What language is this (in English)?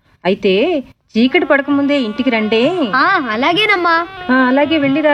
Telugu